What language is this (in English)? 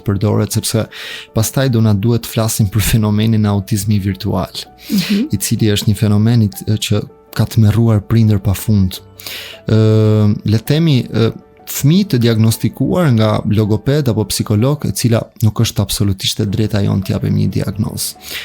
Albanian